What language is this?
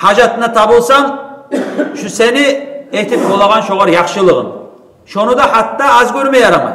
Kumyk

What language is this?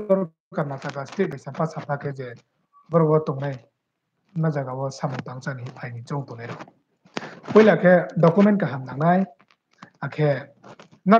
Riang (India)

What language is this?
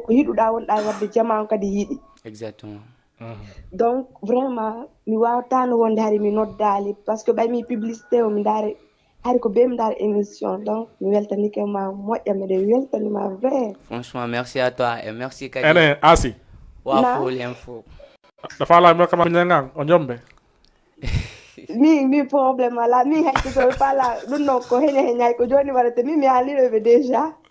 Fula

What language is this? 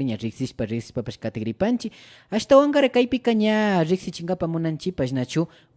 Imbabura Highland Quichua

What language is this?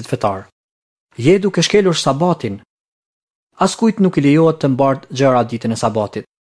Albanian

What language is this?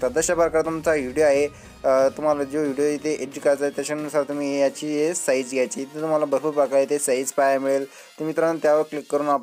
Marathi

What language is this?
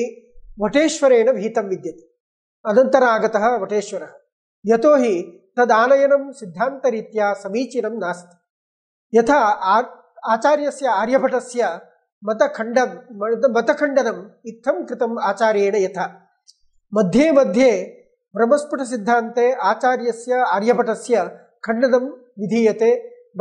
Sanskrit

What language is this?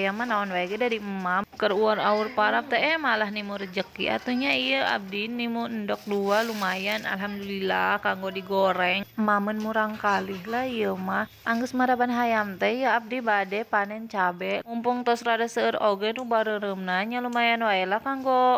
Sundanese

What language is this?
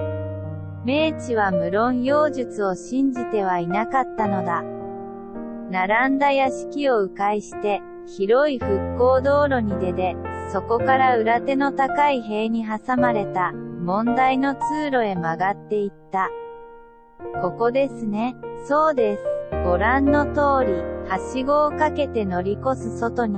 Japanese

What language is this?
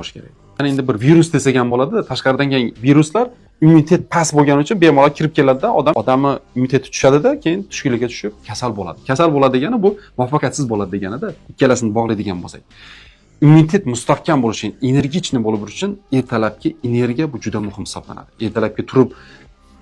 Uzbek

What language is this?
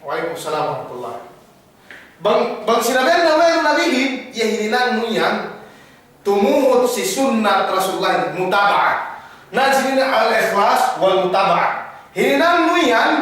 Yakan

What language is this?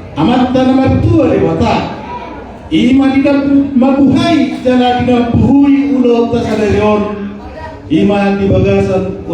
Batak Toba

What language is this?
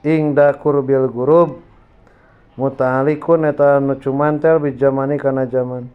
Sundanese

